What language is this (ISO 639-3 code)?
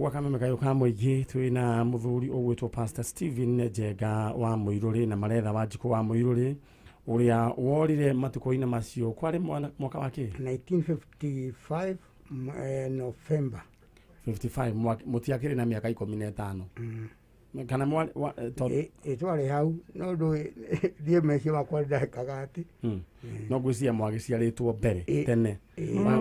kik